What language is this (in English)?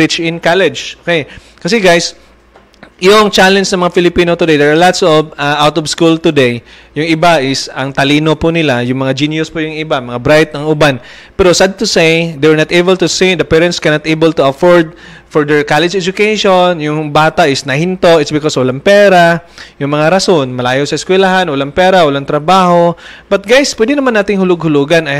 Filipino